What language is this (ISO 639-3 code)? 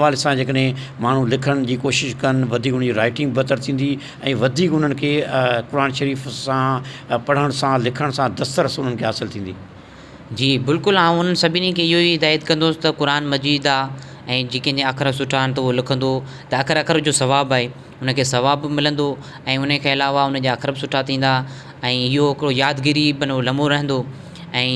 snd